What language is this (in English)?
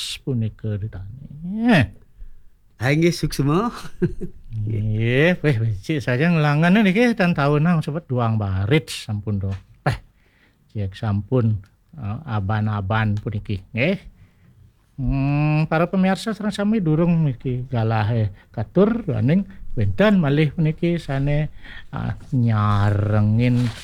Balinese